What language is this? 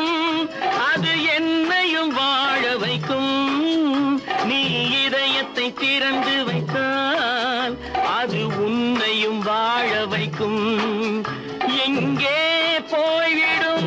Tamil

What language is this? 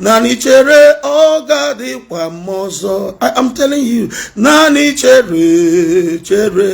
Igbo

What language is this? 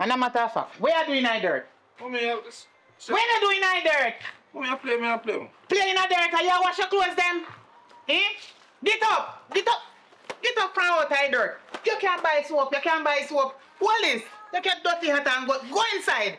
Jamaican Creole English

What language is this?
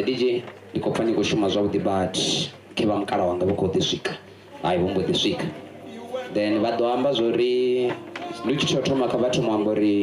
Venda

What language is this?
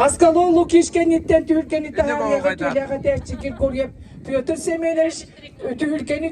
Yakut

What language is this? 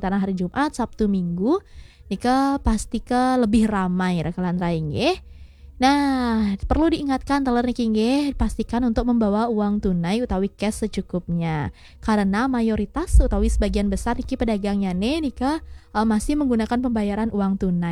Balinese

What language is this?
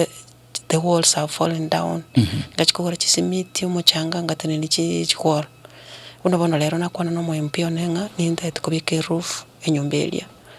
Gusii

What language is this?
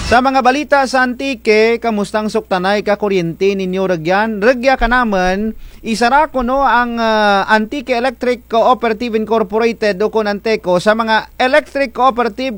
Kinaray-a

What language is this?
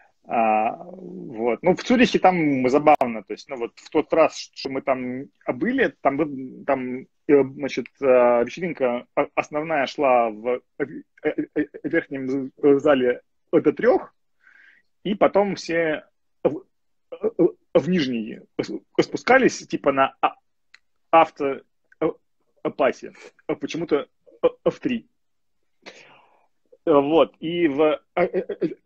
Russian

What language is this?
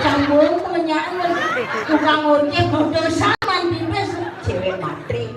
Balinese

